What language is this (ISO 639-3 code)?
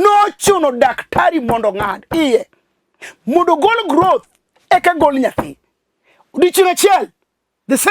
luo